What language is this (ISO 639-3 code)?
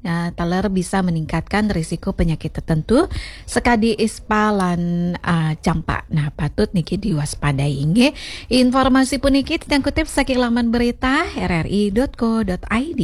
ban